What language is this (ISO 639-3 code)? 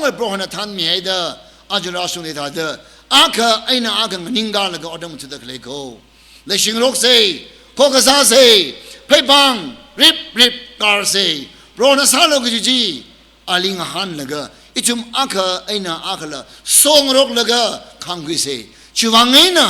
nmf